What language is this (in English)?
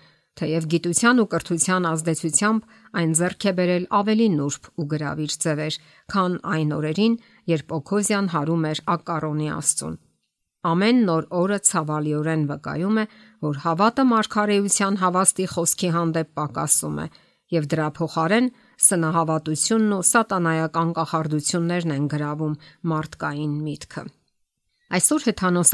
Armenian